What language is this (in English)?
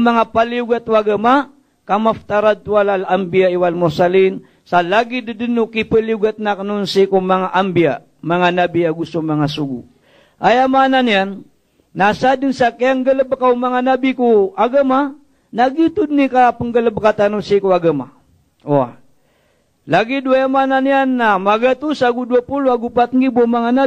Maranao